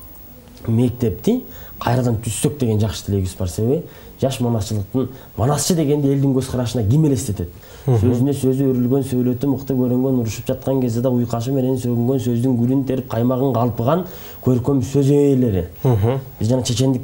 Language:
Kyrgyz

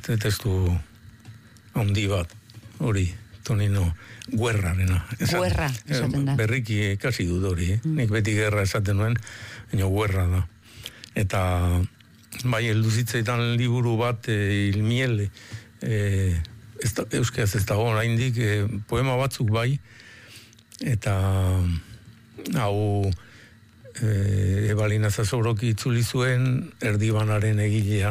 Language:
Basque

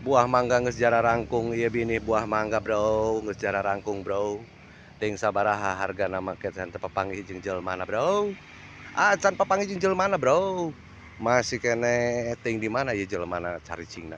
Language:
Sundanese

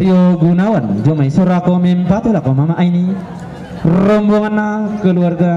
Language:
Toraja-Sa'dan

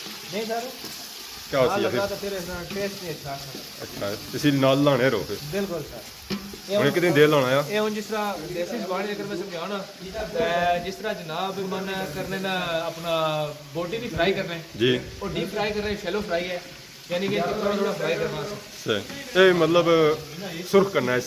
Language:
Pahari-Potwari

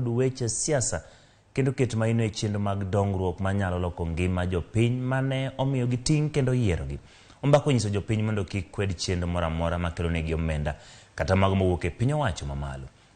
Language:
Luo (Kenya and Tanzania)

